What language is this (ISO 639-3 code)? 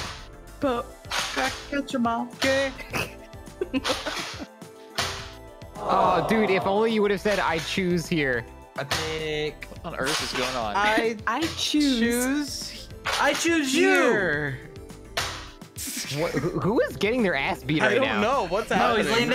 eng